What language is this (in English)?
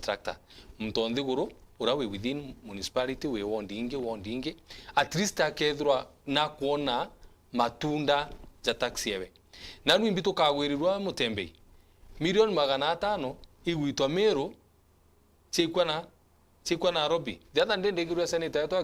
Meru